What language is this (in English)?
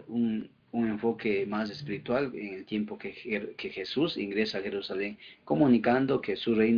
Spanish